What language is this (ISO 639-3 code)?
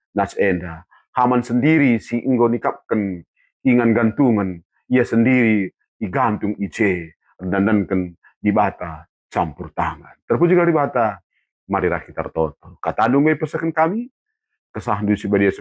btx